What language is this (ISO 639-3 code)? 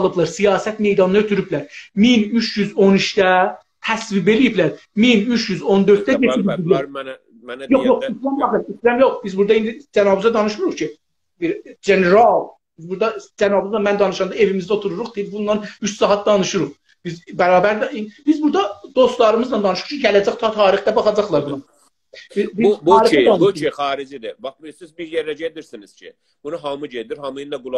azb